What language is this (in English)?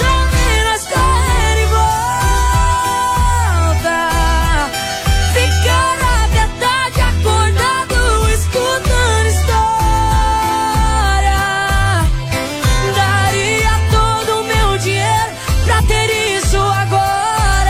Portuguese